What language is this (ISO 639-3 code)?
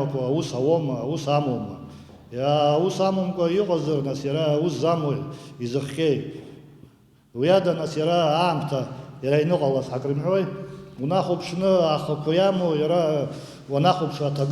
abk